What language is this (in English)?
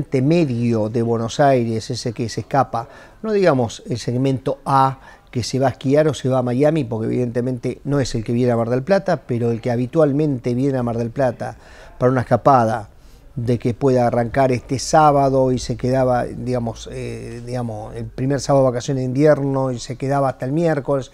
Spanish